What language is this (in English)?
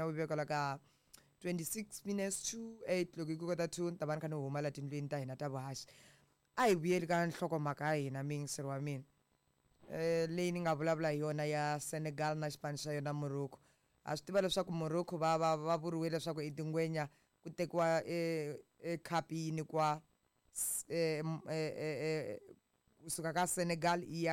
Tsonga